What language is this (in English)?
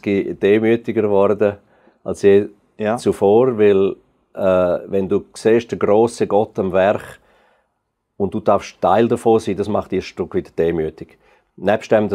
Swiss German